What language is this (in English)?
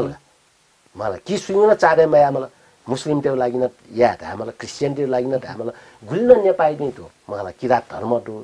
Newari